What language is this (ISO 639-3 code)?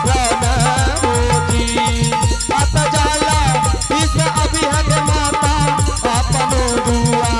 anp